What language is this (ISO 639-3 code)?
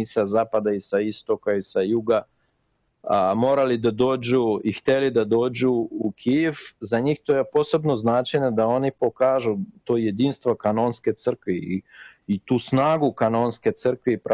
srp